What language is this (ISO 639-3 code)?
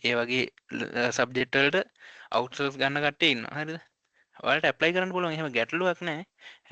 sin